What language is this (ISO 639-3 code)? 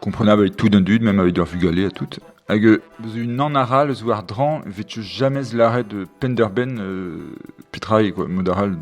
bre